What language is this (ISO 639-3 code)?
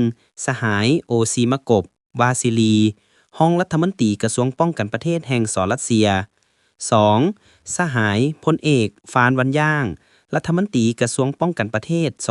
lao